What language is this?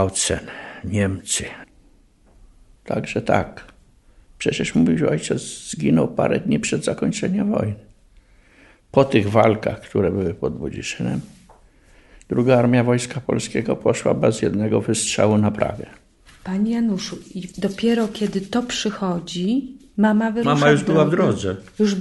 Polish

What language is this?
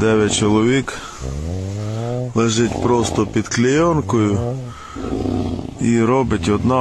Ukrainian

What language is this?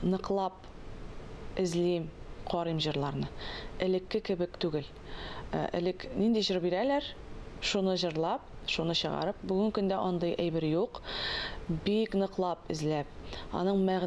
Tatar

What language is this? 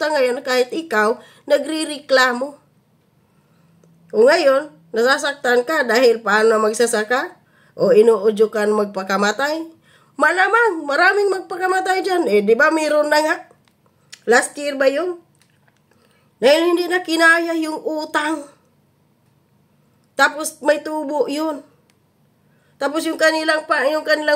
Filipino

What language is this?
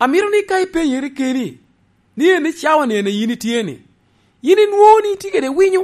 Lango (Uganda)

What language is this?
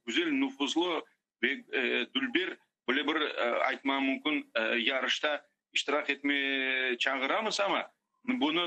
Crimean Tatar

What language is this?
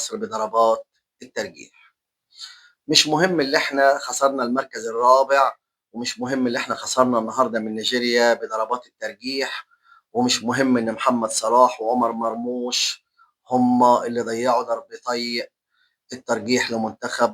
Egyptian Arabic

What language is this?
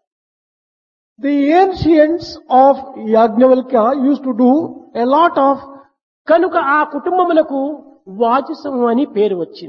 Telugu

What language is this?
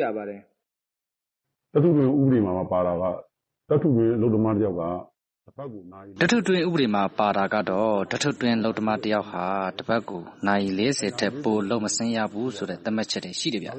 Burmese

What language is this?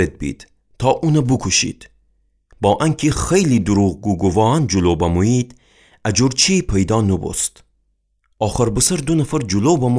Gilaki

